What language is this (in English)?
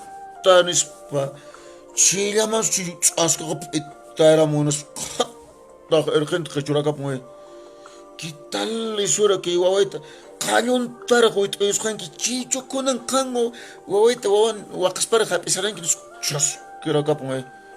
Quechua